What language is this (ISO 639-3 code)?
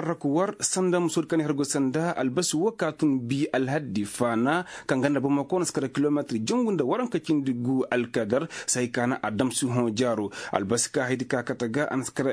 ses